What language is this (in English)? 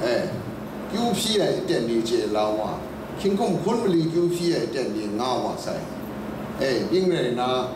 Kachin